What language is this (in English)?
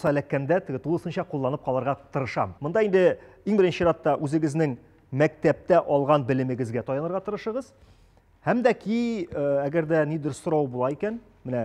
Tatar